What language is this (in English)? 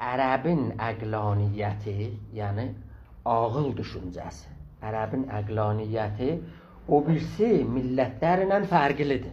South Azerbaijani